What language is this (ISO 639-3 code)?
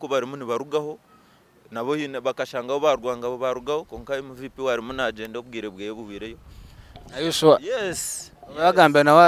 nyn